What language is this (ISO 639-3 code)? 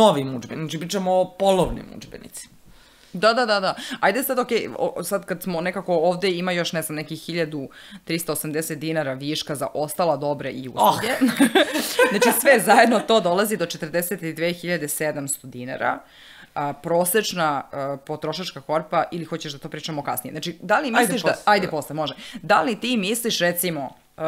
srp